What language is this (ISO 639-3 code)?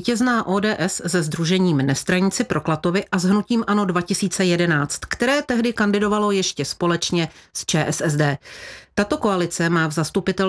ces